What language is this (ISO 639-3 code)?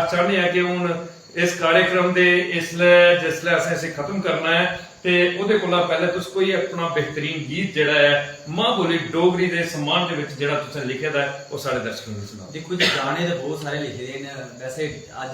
doi